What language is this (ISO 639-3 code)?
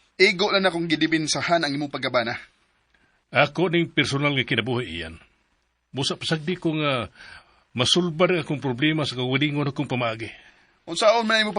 ceb